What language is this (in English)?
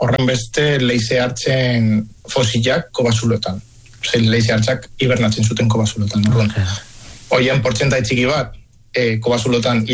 Basque